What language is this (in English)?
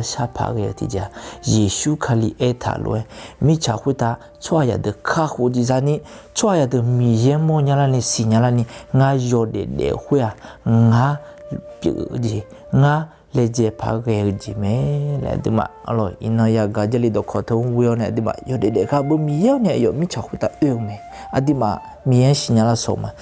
Akha